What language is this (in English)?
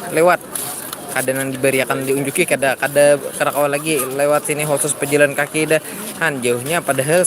Banjar